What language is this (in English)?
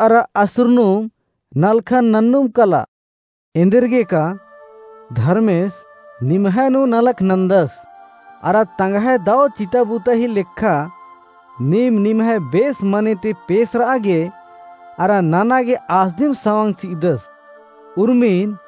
Kurukh